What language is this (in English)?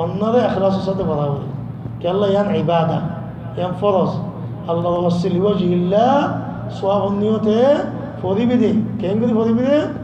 Rohingya